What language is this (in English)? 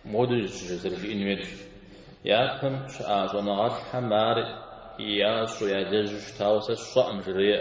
Kabardian